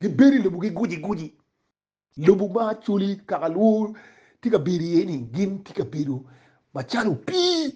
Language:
Acoli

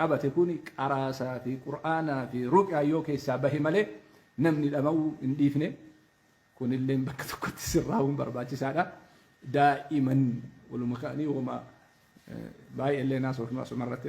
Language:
Oromo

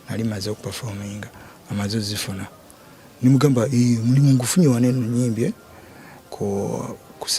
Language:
Ganda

